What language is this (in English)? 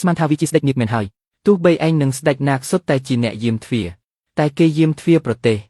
Khmer